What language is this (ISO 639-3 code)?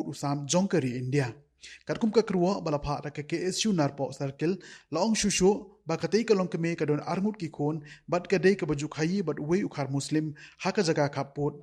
kha